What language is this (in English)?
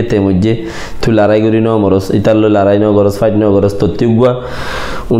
Rohingya